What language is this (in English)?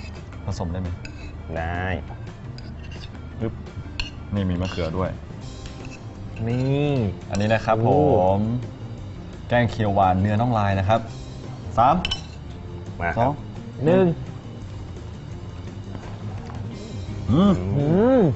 Thai